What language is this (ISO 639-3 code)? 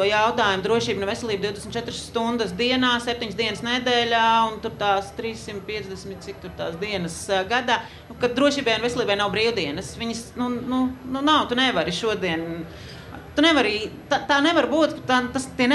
lav